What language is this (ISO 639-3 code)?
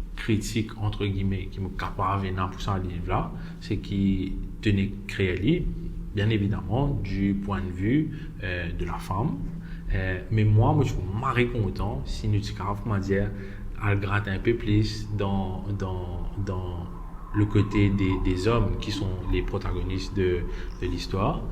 mfe